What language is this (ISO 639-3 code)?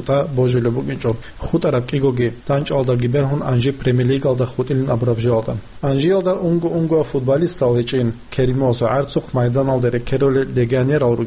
ava